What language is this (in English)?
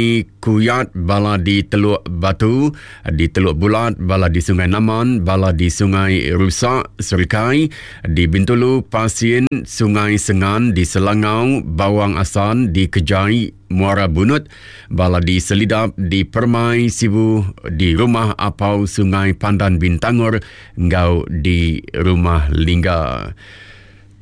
Iban